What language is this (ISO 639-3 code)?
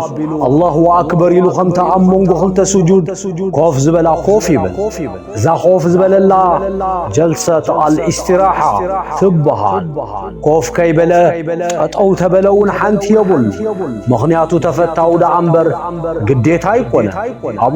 tir